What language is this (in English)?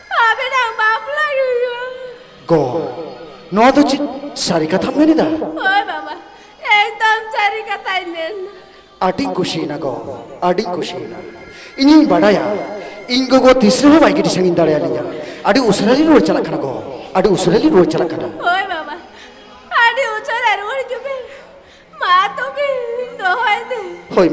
Santali